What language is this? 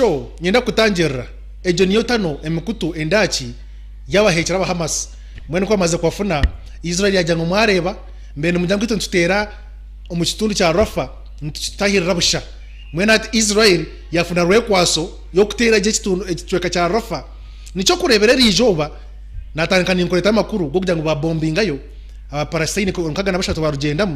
Nyankole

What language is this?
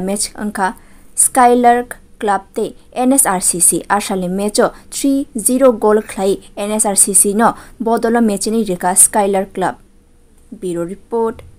Kok Borok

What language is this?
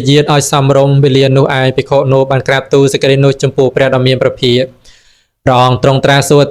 Khmer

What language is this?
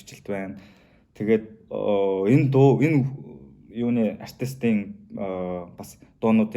Mongolian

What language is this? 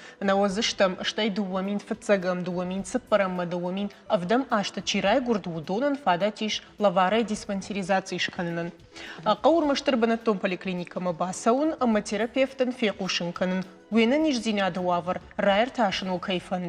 Ossetic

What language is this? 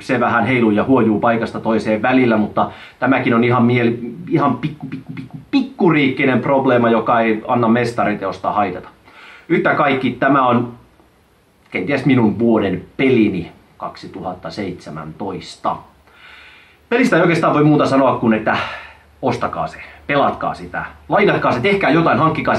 Finnish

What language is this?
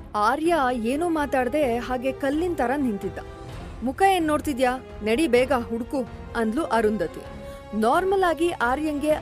Kannada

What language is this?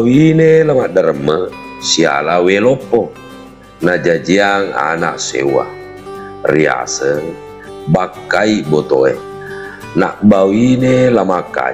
Buginese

